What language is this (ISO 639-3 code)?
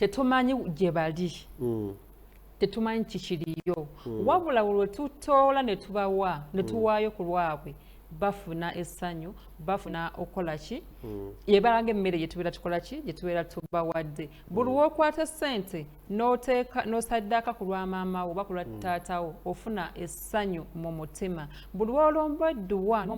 lug